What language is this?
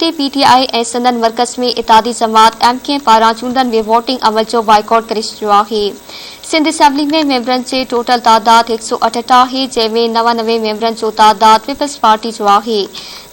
Sindhi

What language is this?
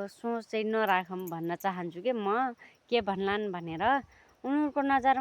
Nepali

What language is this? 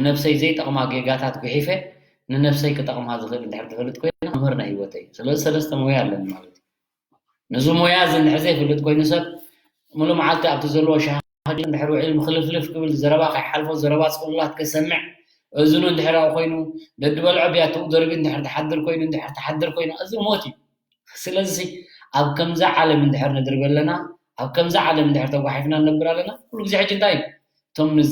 Tigrinya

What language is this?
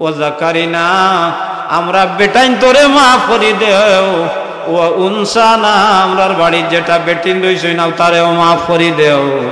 Sylheti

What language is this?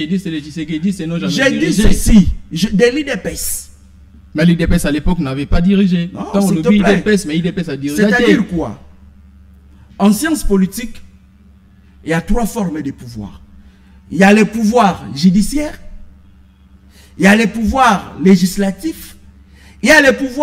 French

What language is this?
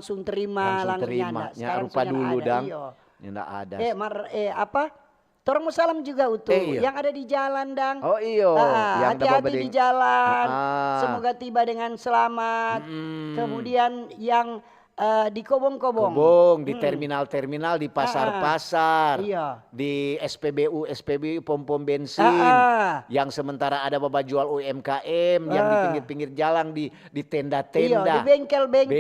Manado Malay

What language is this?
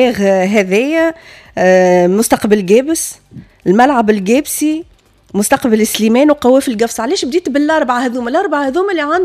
Tunisian Arabic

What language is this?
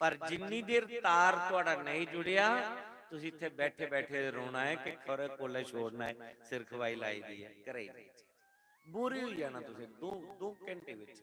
Dogri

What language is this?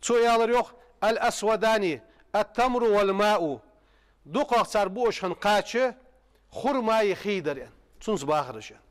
Ingush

